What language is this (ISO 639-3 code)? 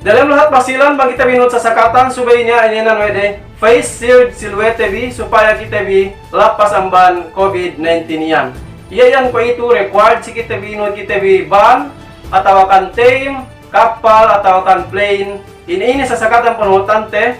yka